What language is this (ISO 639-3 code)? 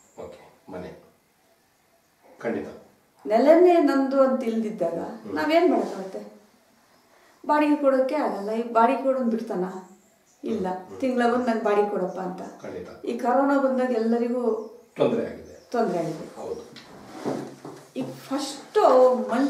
kan